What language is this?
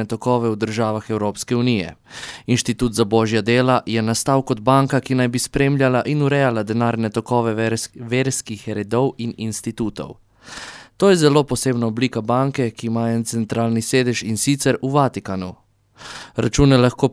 Slovenian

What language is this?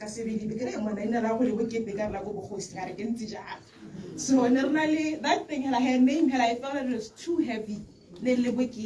Tswana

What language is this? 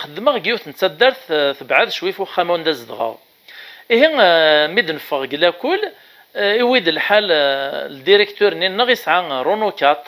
Kabyle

